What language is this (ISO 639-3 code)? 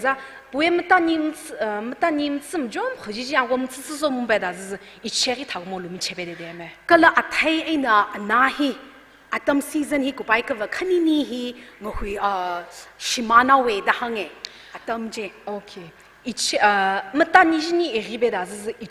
nmf